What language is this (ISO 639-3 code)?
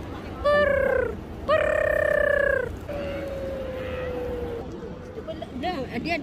msa